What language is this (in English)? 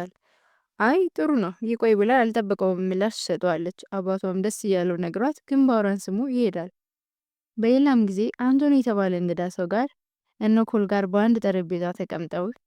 Amharic